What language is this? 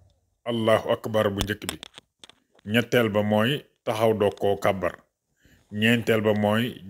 Wolof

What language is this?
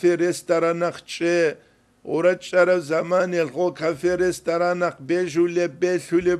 Avaric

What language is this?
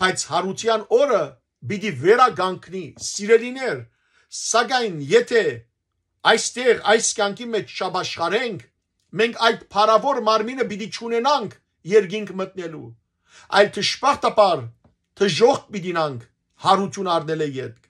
Western Armenian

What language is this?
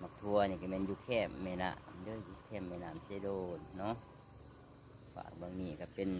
Lao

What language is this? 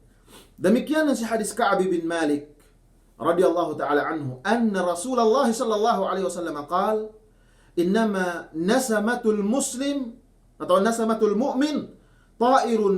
Yakan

